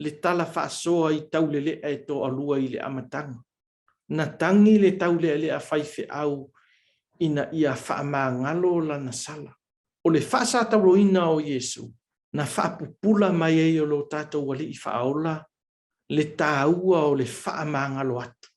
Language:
Samoan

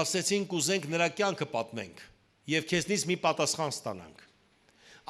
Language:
Western Armenian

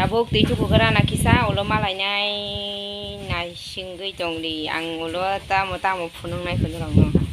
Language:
Kok Borok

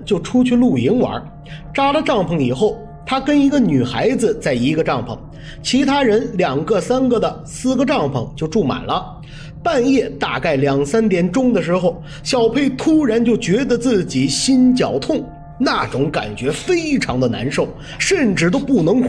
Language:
Chinese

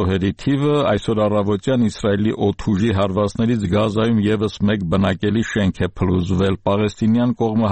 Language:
Armenian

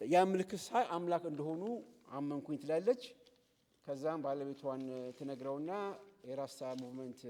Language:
Amharic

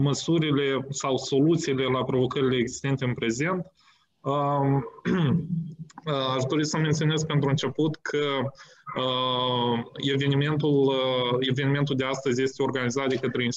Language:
Romanian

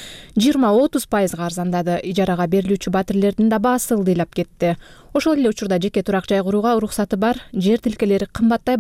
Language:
Kyrgyz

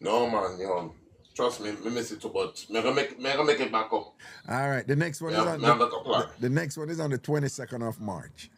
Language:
Jamaican Creole English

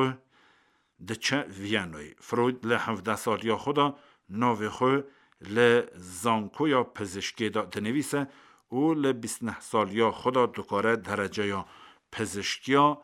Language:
Kurdish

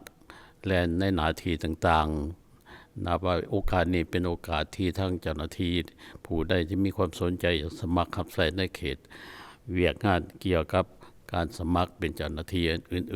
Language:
Lao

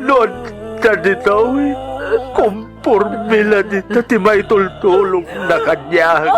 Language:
Iloko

